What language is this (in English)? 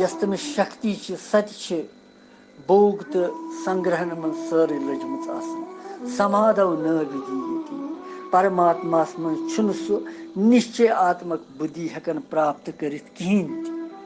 Kashmiri